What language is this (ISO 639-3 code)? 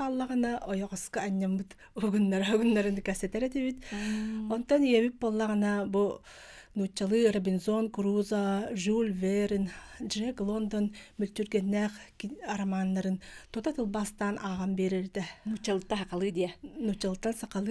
sah